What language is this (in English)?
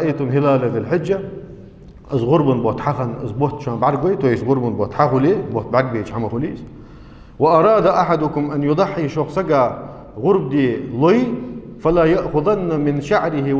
Ingush